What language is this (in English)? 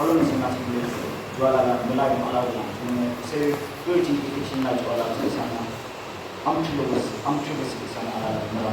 Yimchungru Naga